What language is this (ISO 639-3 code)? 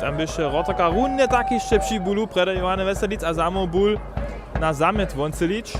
hsb